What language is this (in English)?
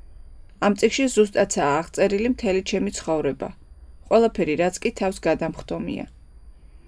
Georgian